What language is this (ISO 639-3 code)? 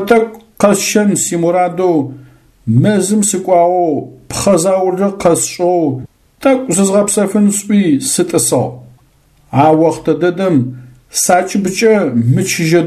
ady